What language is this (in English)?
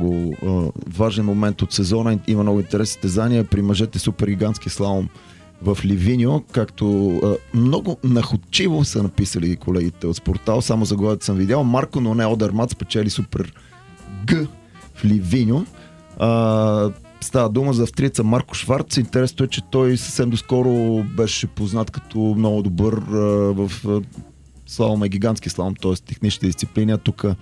Bulgarian